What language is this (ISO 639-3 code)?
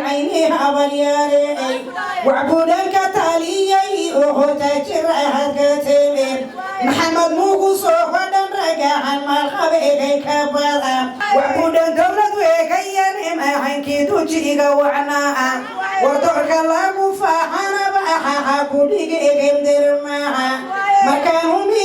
som